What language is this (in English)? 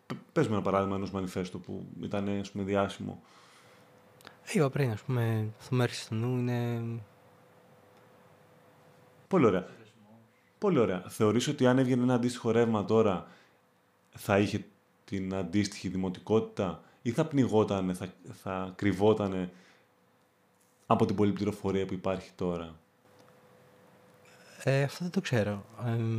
Greek